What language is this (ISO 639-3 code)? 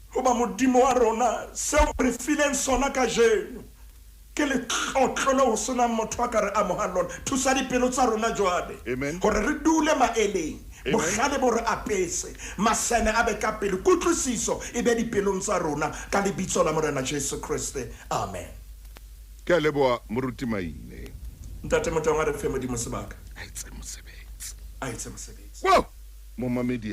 sot